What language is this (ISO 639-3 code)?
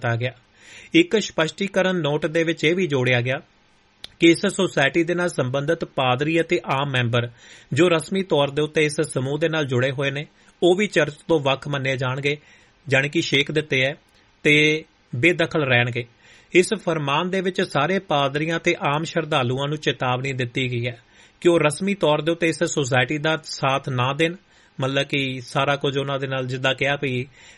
pan